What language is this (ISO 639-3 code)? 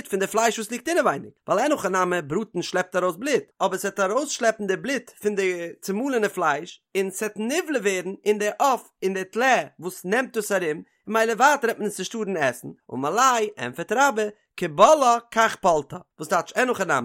yid